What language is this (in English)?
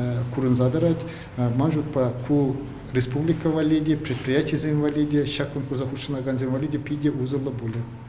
Chuvash